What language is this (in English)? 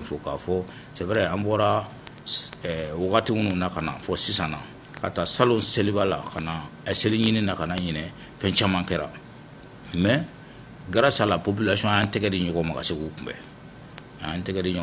Bambara